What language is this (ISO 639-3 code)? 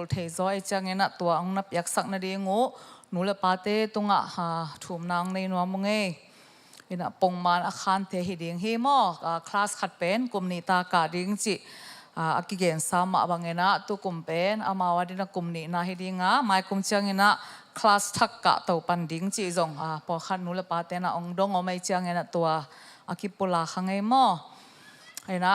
ctd